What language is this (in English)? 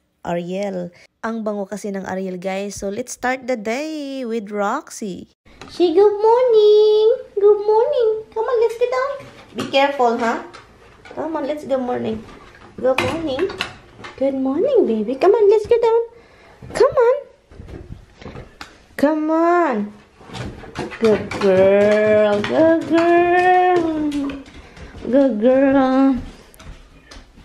Filipino